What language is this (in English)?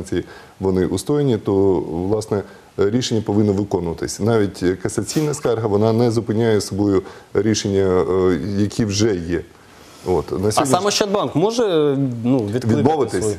Ukrainian